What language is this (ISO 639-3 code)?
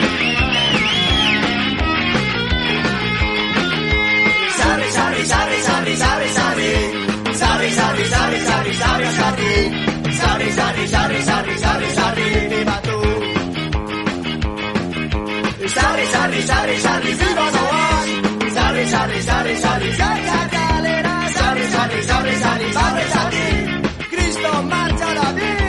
eus